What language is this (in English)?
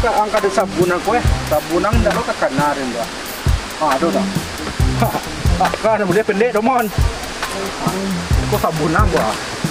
Minangkabau